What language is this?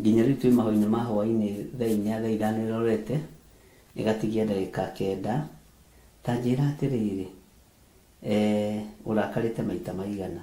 Kikuyu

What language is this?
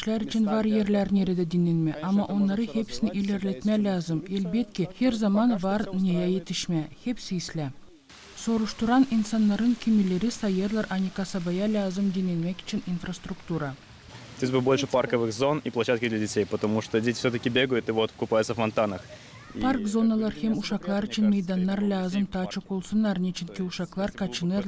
Gagauz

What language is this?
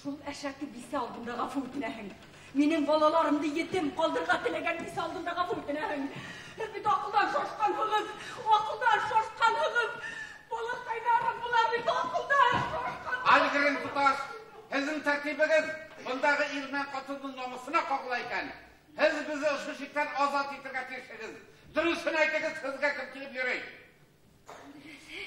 Bashkir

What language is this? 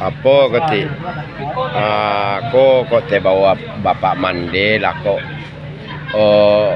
Minangkabau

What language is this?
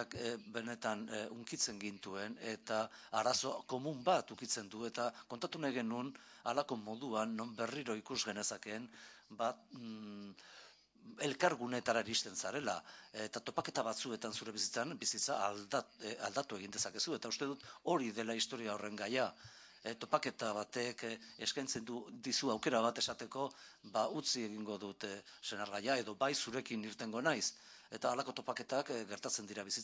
Basque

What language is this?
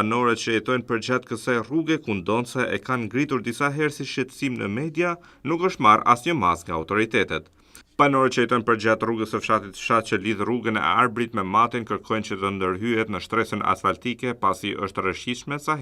Albanian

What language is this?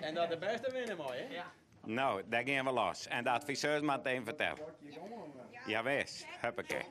Western Frisian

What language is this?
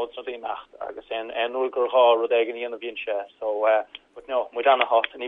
Irish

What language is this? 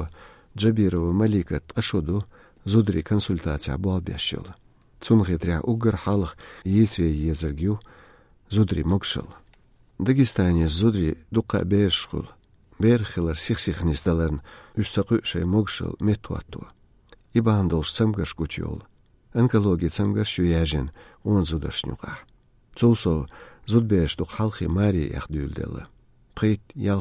Chechen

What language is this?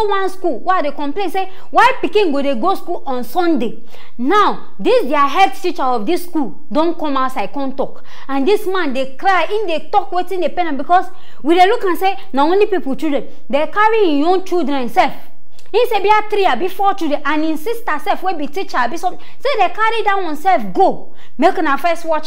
Nigerian Pidgin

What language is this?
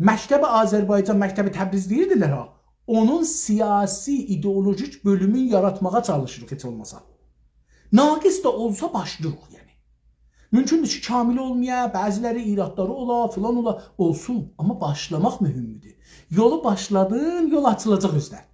South Azerbaijani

